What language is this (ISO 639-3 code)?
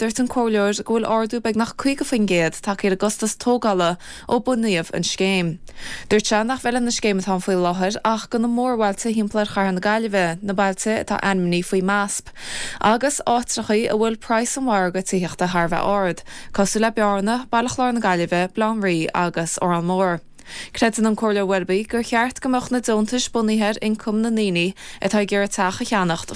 gle